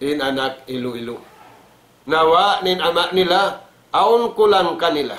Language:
Tausug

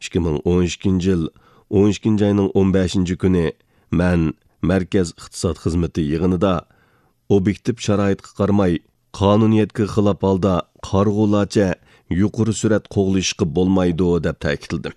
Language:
Uyghur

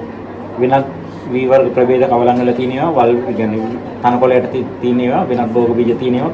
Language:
Sinhala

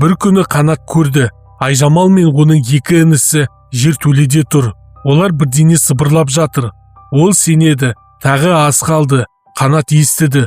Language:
Kazakh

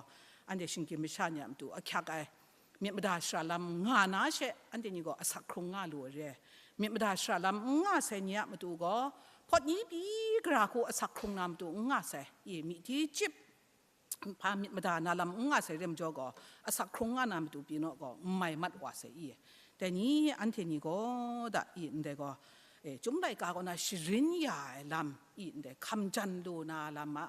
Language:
Kachin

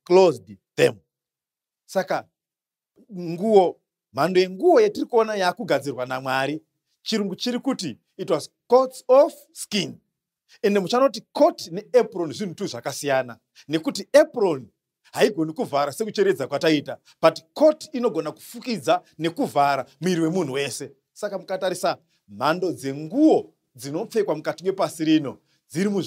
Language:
Shona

